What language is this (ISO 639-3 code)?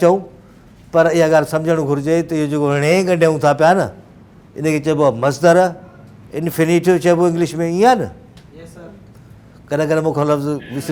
snd